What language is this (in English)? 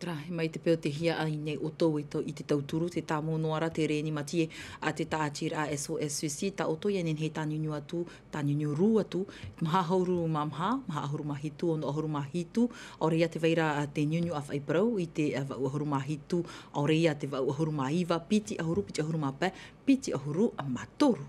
Tahitian